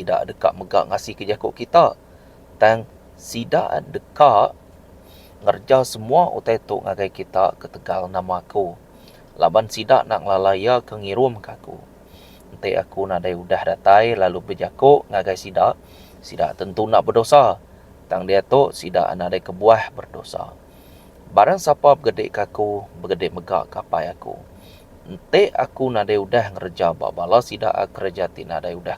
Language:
Iban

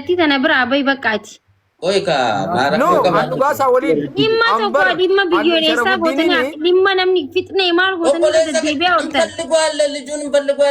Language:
Oromo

